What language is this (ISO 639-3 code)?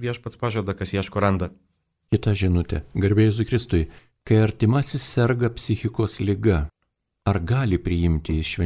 lit